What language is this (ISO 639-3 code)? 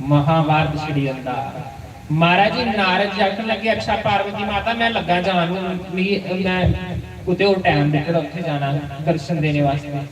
doi